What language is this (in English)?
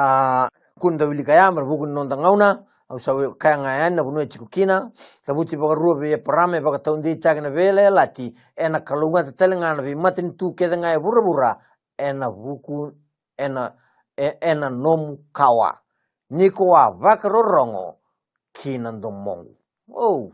Fijian